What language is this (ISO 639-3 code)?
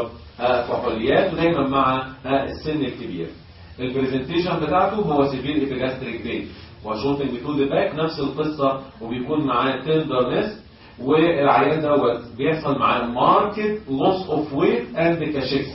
arz